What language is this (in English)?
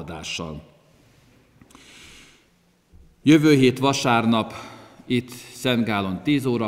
Hungarian